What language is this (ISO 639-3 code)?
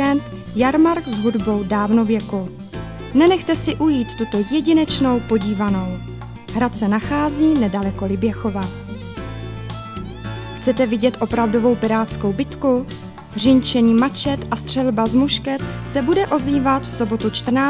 ces